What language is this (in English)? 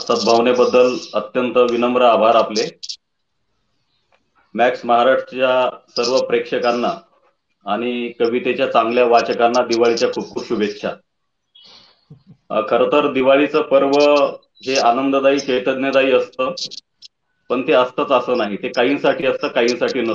Marathi